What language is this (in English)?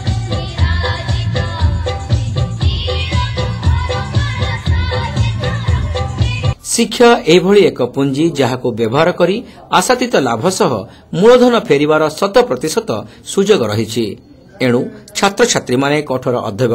Odia